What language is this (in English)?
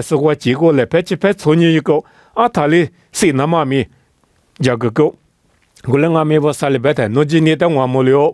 Lisu